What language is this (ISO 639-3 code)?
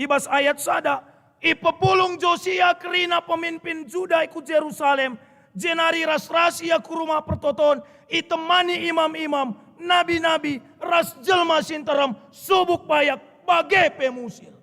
btx